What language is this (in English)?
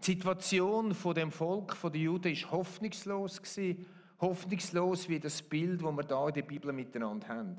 Swiss German